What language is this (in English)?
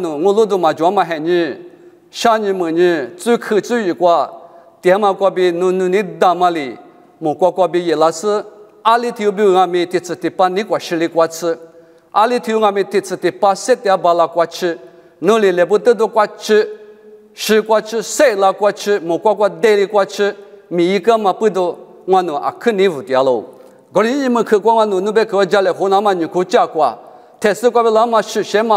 Lisu